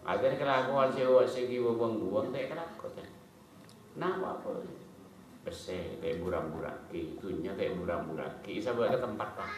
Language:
Madurese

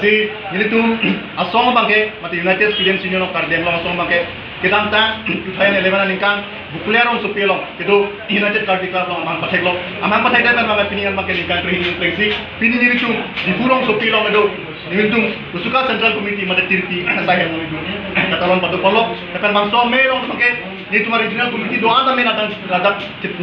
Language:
Karbi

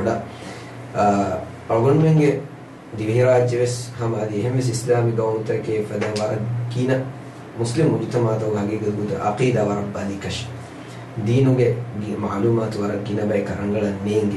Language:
Divehi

